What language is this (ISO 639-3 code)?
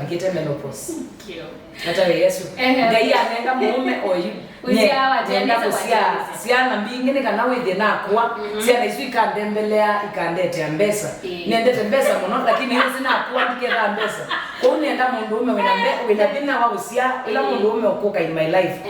kam